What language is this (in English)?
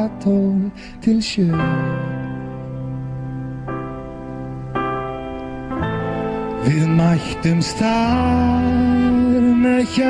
Icelandic